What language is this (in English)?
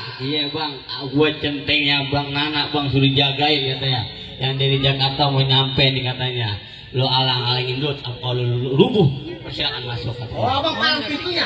Betawi